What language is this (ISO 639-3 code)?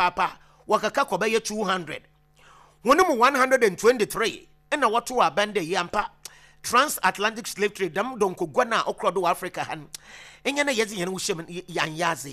aka